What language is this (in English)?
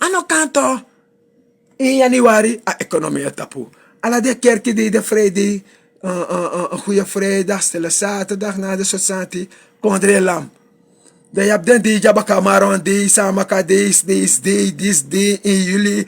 Sranan Tongo